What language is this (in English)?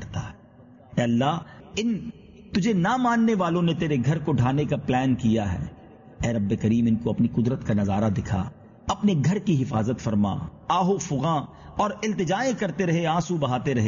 Urdu